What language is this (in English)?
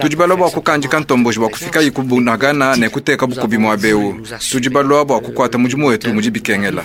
Luba-Lulua